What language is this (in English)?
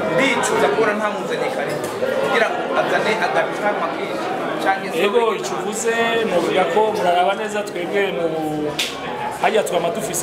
Rundi